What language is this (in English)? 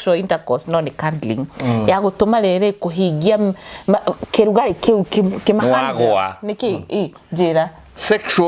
Kikuyu